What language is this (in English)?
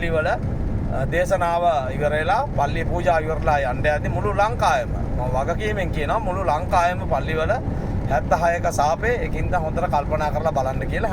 Sinhala